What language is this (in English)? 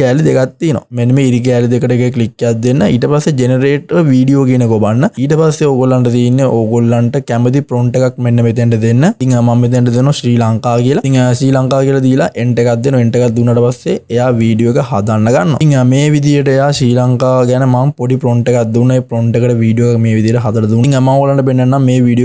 Sinhala